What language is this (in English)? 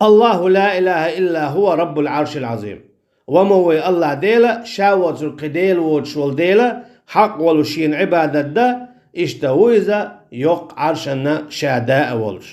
Chechen